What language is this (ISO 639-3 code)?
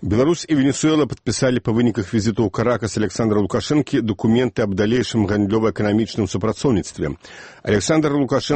bel